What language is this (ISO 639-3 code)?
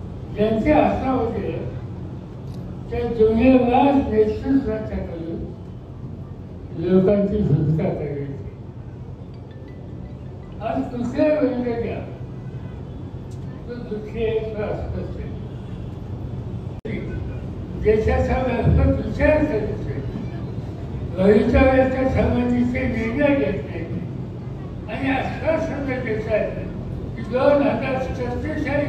mar